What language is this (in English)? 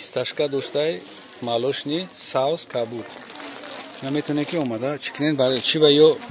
Tajik